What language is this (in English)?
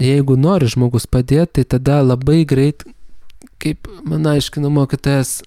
Lithuanian